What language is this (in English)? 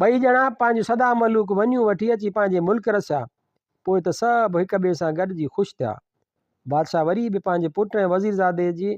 Sindhi